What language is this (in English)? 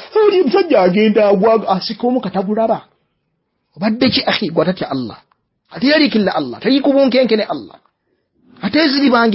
Ganda